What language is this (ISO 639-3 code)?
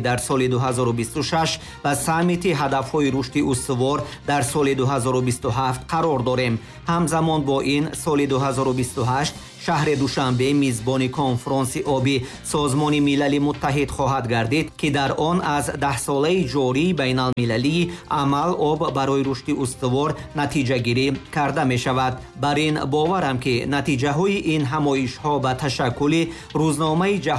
tgk